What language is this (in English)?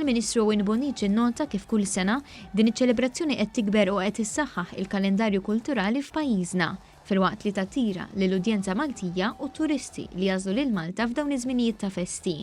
Maltese